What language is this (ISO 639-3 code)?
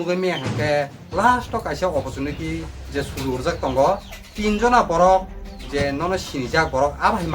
trp